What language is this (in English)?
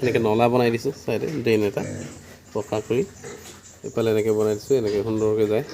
Assamese